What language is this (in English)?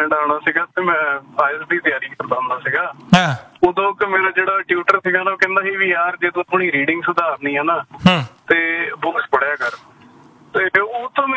Punjabi